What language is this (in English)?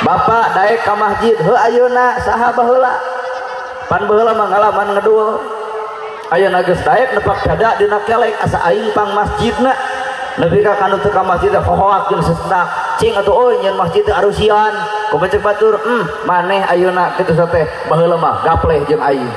Sundanese